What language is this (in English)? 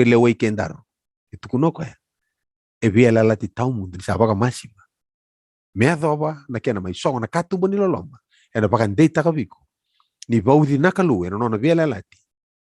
Fijian